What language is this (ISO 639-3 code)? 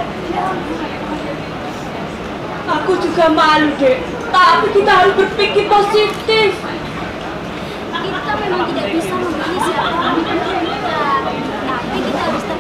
ind